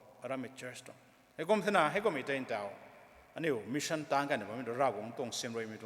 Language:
Rongmei Naga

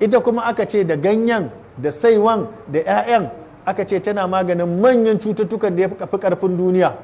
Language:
Hausa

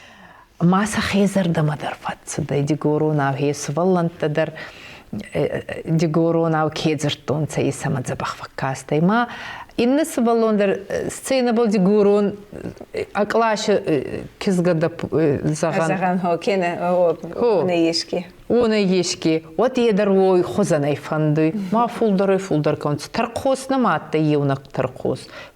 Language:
Ossetic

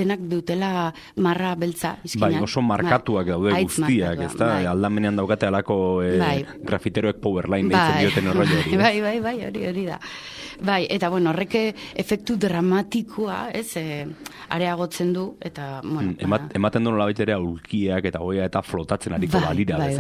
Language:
Basque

